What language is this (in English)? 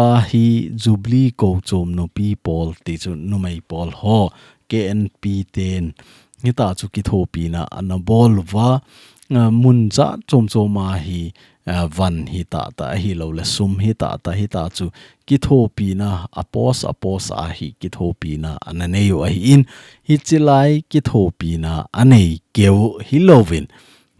Thado Chin